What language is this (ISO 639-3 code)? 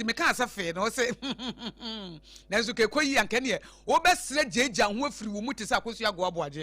aka